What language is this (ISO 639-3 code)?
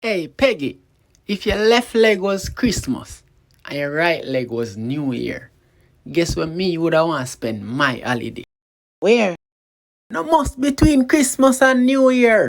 jam